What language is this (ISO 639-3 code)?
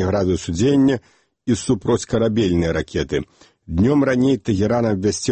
bel